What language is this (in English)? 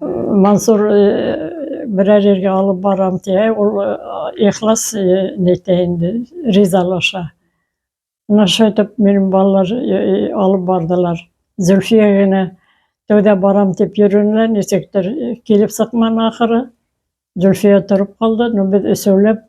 Bashkir